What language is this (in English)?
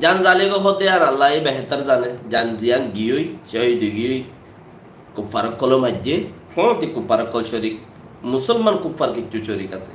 Rohingya